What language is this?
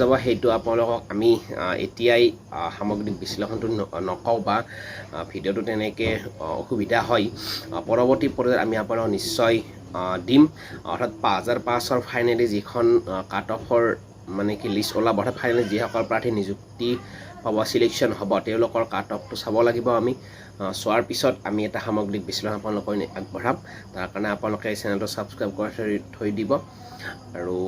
Assamese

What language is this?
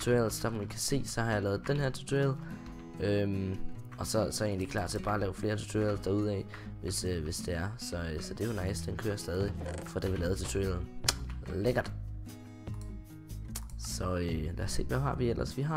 Danish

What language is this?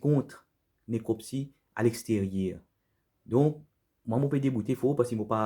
Morisyen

